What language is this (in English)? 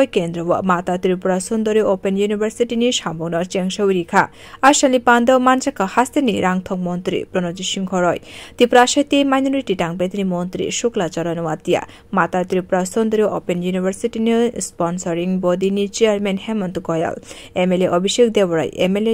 Kok Borok